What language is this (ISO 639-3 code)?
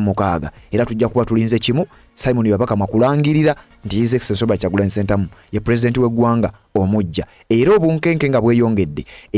lug